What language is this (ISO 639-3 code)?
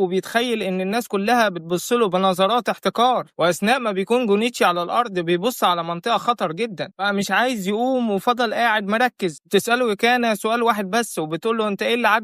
arz